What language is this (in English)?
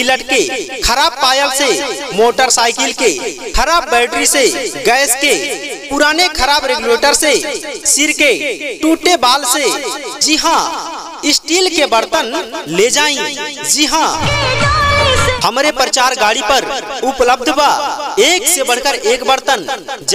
Bhojpuri